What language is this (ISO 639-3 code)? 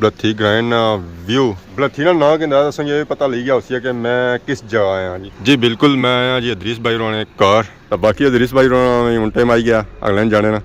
phr